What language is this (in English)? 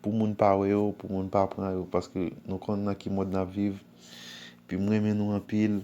Haitian Creole